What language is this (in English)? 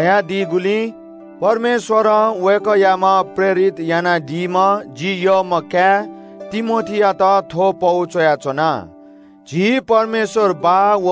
Newari